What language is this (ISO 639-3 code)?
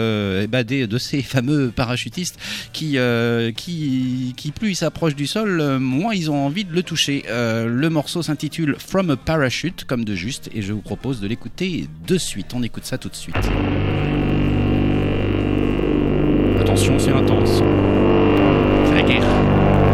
fra